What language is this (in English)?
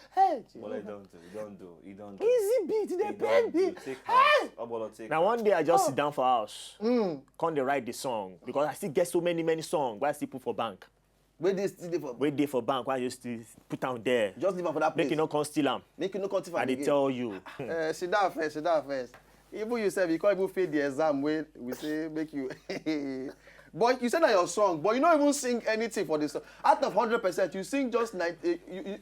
Nigerian Pidgin